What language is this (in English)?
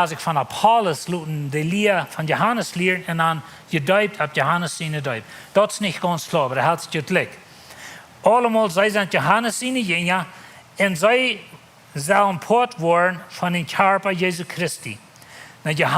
Plautdietsch